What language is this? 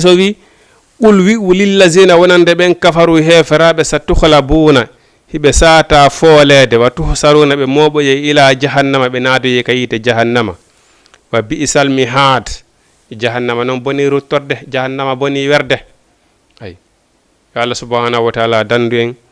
Fula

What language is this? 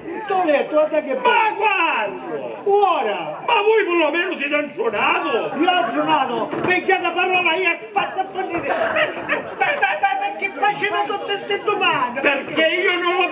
Sicilian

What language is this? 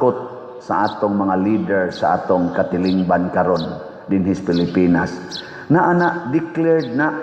Cebuano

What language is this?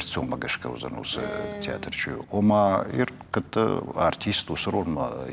Ossetic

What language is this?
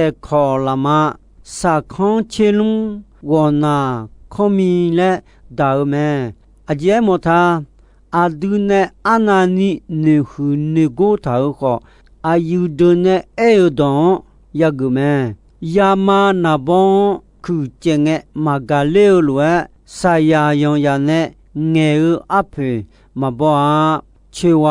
Akha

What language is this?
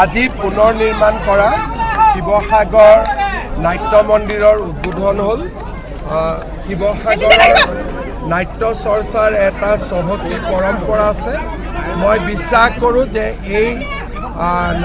Assamese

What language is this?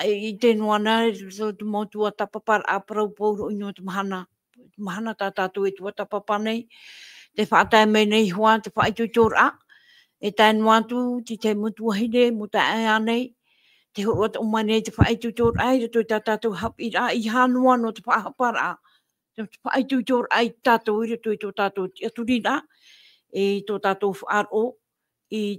Tahitian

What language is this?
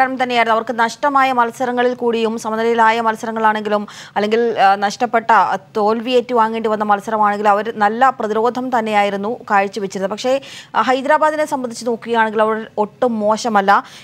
Malayalam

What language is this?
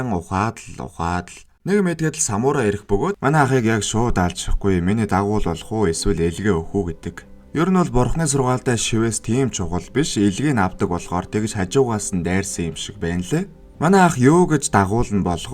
Mongolian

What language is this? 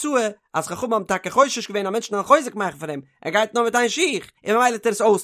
Yiddish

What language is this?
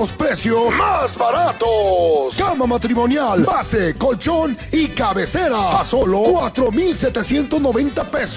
Spanish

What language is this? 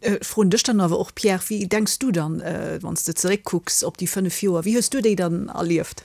Luxembourgish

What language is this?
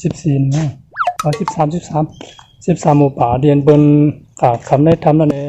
Shan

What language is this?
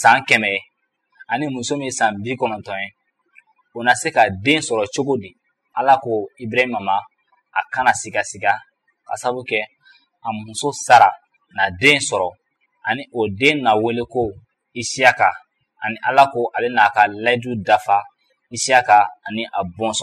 Bambara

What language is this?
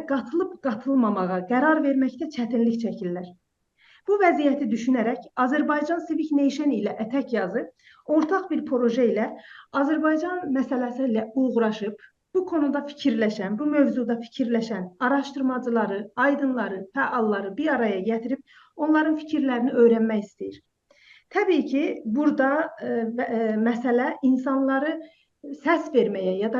South Azerbaijani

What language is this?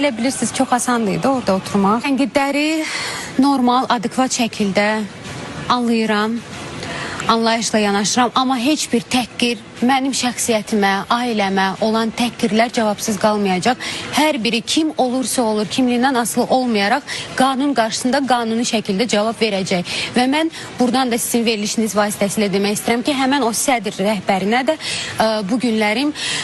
Azerbaijani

